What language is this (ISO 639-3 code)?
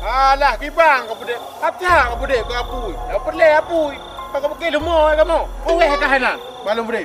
ace